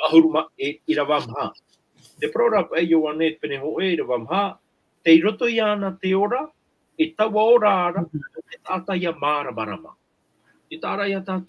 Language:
Tahitian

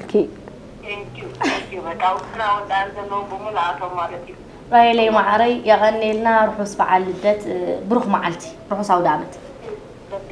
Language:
Tigrinya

